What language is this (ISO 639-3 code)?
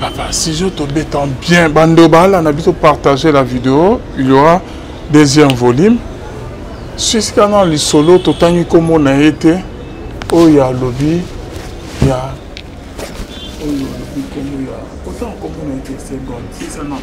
lin